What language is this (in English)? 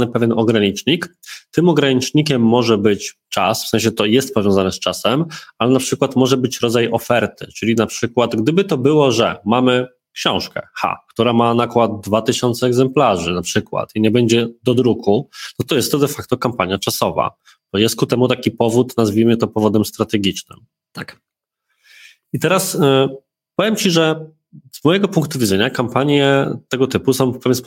Polish